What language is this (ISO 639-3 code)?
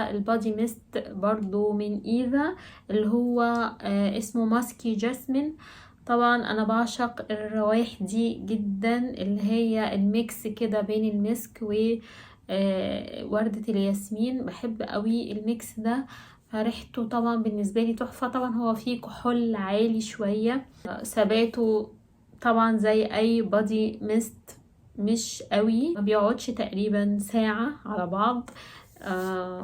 arz